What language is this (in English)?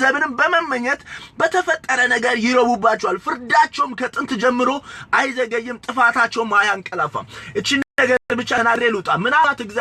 Amharic